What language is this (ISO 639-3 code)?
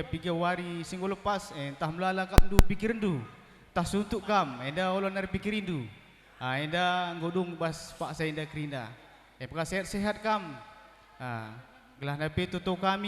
btx